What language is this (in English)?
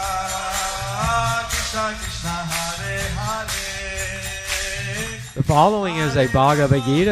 English